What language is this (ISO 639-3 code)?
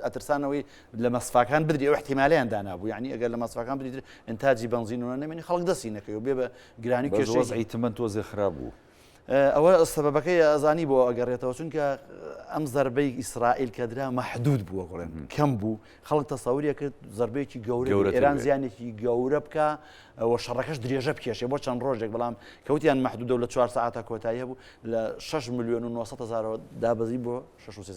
ckb